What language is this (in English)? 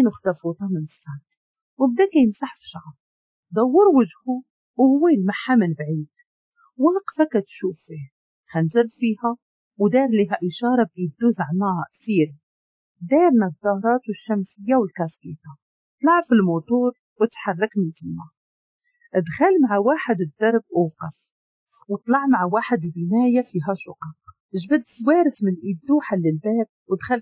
Moroccan Arabic